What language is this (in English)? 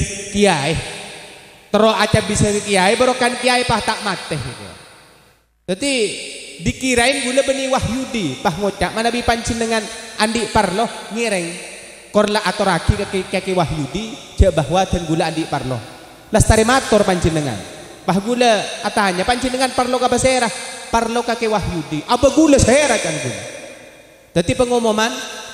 Madurese